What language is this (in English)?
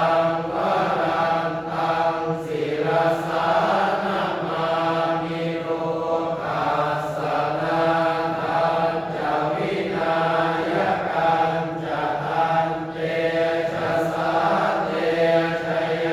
Pali